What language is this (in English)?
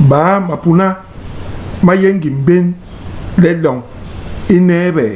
Basaa